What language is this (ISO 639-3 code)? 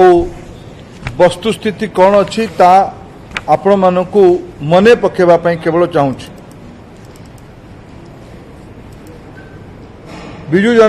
ori